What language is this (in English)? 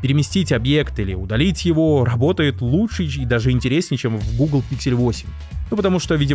Russian